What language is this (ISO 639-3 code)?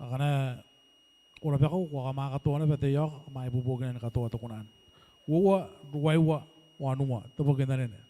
gil